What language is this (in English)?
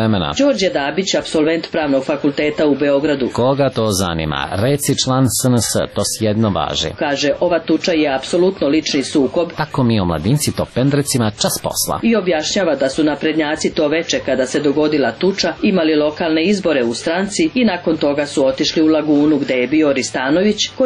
Serbian